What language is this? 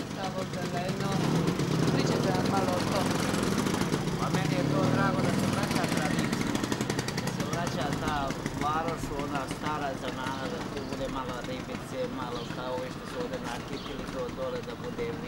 Croatian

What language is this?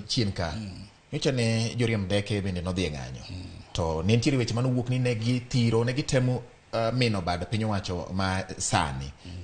Luo (Kenya and Tanzania)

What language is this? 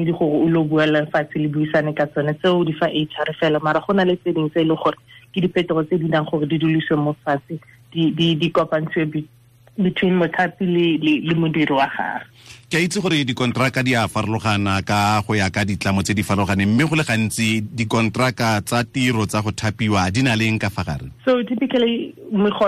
Tswana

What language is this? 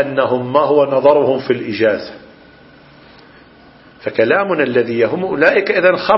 Arabic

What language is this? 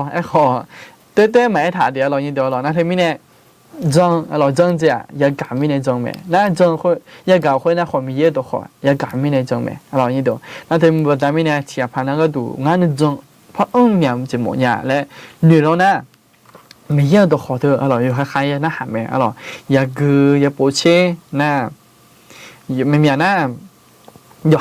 Akha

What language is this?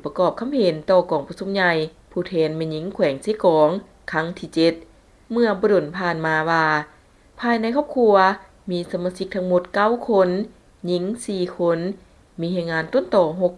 Lao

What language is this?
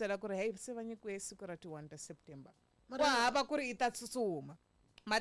Tsonga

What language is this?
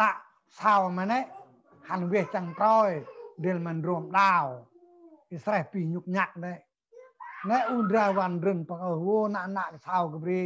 Central Mnong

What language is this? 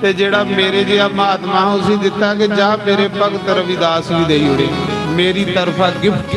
Dogri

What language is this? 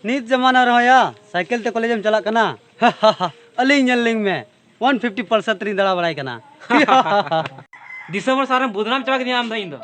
Santali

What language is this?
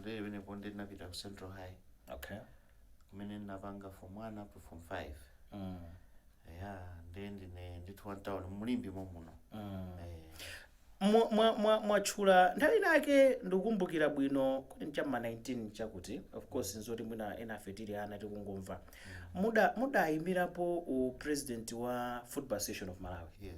Nyanja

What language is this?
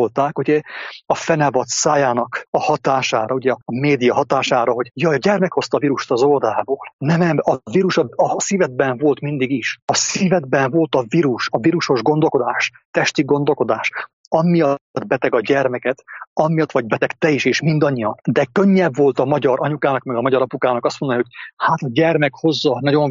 Hungarian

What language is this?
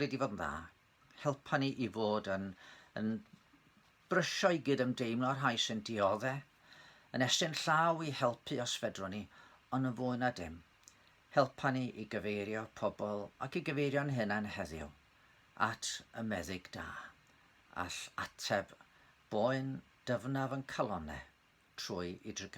Welsh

